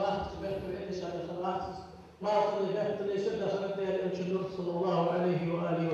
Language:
Ingush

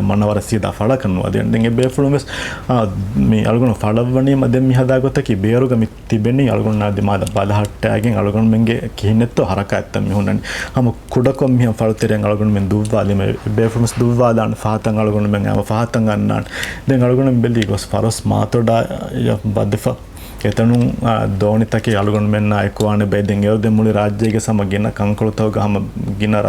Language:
Divehi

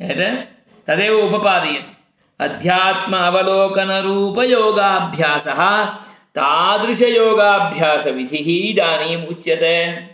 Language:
Sanskrit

